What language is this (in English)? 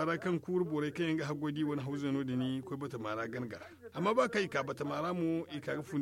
Zarma